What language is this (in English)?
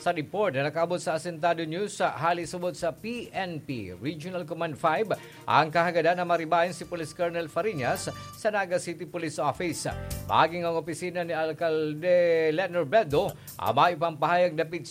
Bikol